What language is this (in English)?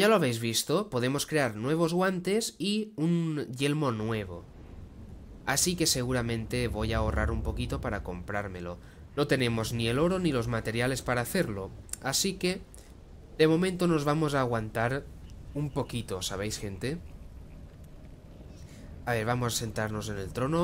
Spanish